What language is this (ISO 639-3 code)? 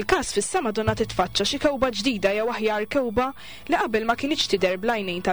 mlt